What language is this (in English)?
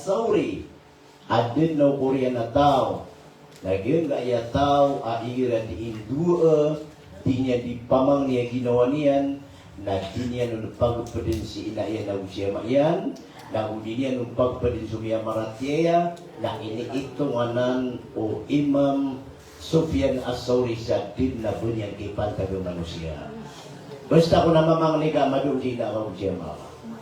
Maranao